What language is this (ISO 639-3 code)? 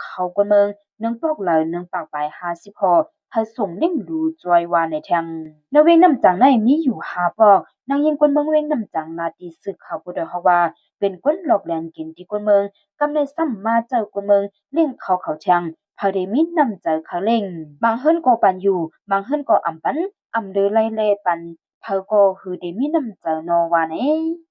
shn